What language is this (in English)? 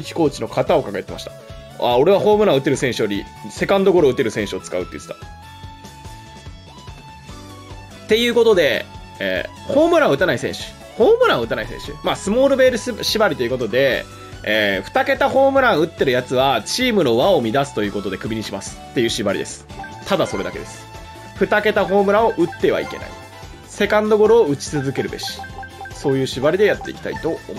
Japanese